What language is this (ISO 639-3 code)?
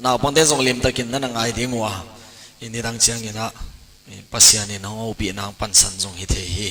ctd